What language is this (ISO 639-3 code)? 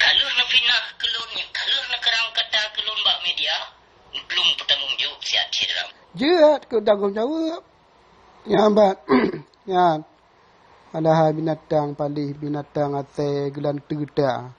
ace